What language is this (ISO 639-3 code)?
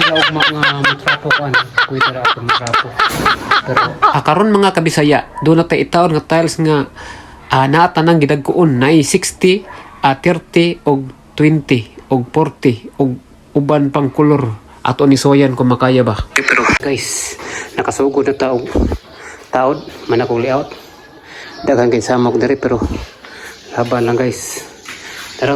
ceb